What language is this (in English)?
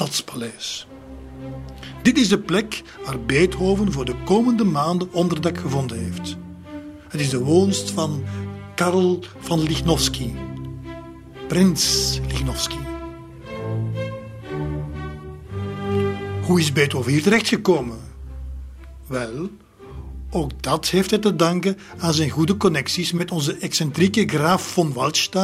Dutch